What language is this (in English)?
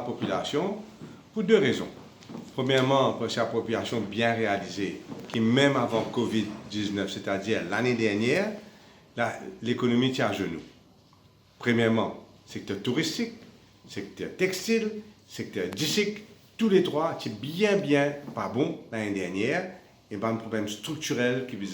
Morisyen